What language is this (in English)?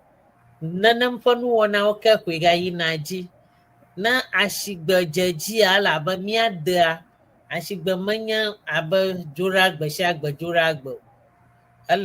Ewe